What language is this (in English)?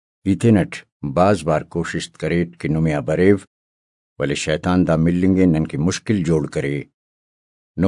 Brahui